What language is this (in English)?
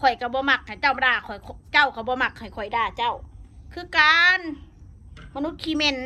Northeastern Thai